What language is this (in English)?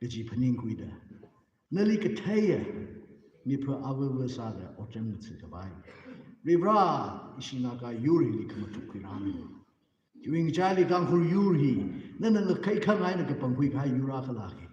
Tangkhul Naga (India)